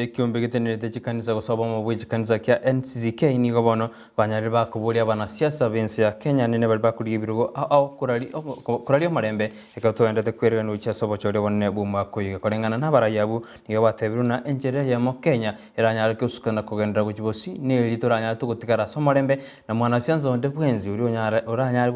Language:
Gusii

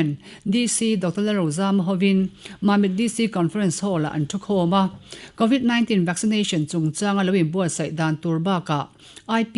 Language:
Mizo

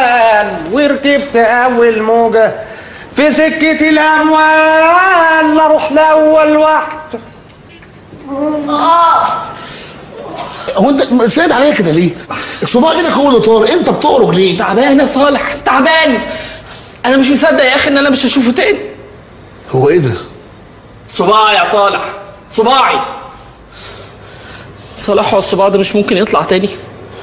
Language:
Egyptian Arabic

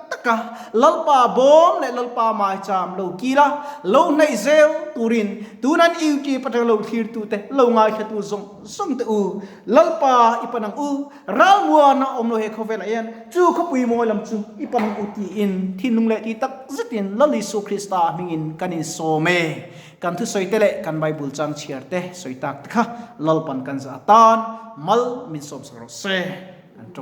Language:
Mizo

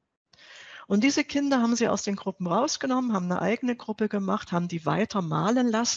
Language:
German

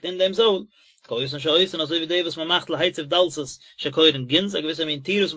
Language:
Yiddish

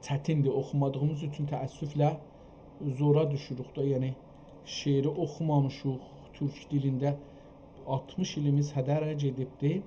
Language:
South Azerbaijani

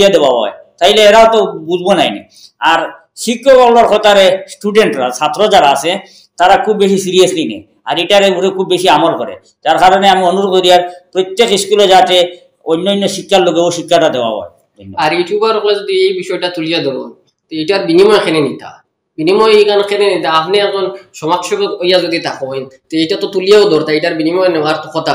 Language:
Sylheti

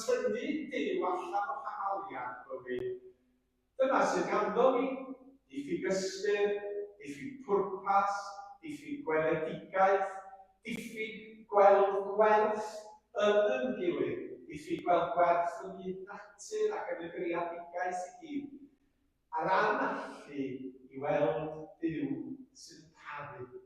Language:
Welsh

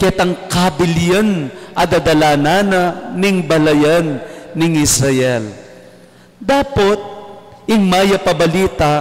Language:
Pampanga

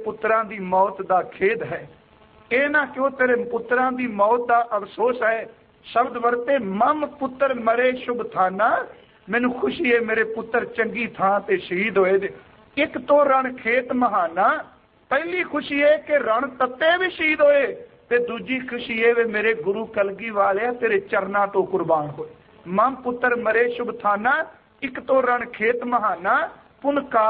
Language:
Punjabi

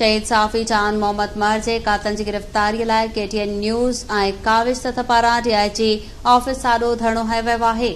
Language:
Sindhi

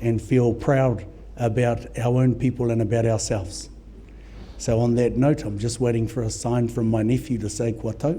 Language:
Māori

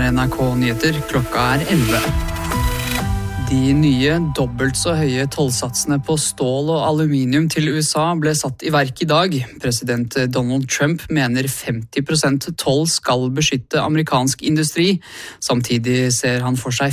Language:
Norwegian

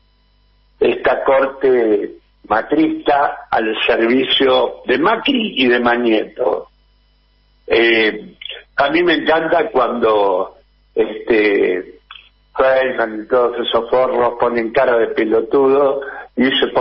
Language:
Spanish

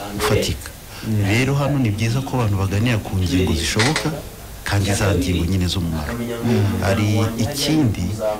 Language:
Kinyarwanda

